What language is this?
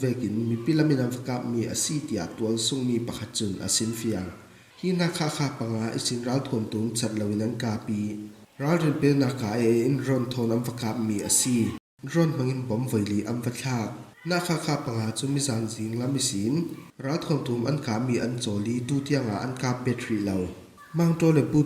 Falam Chin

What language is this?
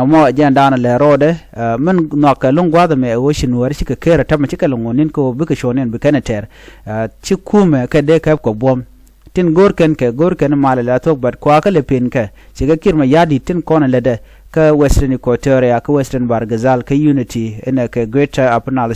Nuer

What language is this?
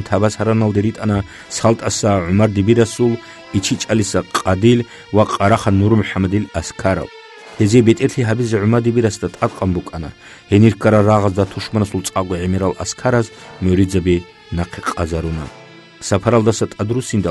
Avaric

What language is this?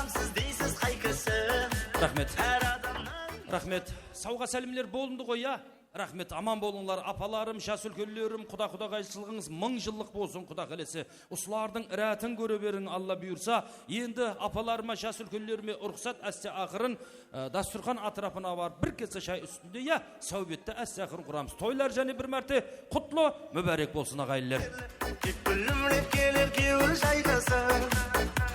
Kara-Kalpak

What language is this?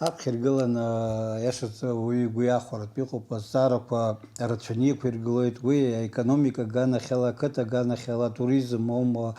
Abkhazian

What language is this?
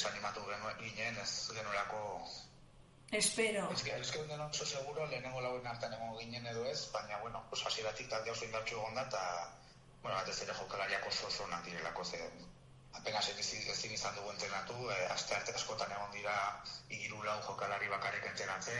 Basque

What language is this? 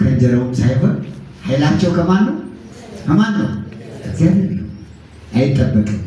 Amharic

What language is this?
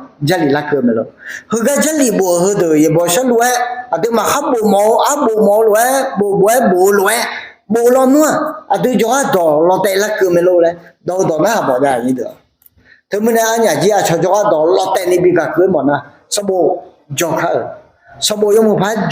Akha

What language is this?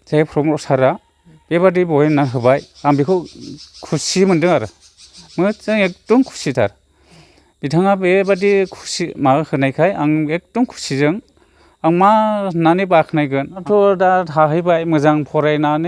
Bodo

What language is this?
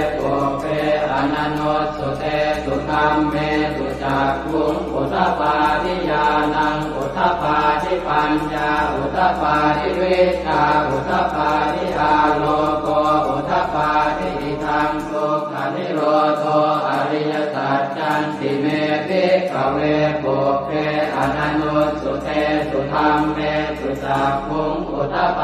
Pali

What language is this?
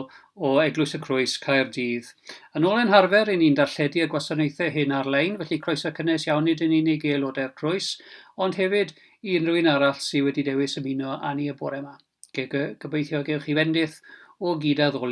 Welsh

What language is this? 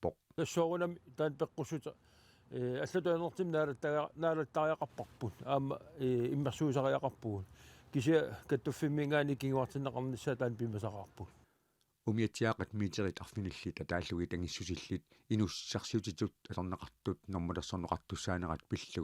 Kalaallisut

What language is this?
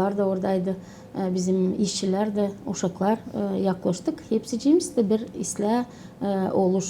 Gagauz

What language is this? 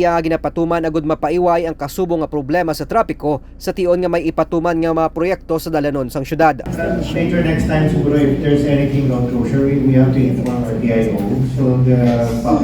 Hiligaynon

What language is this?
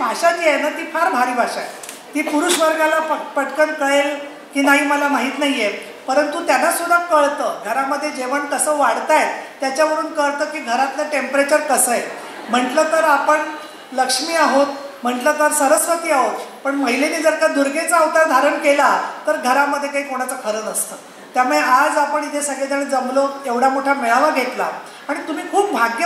Marathi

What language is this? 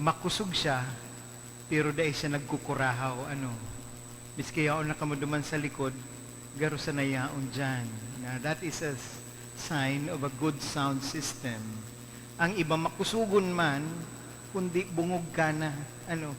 Bikol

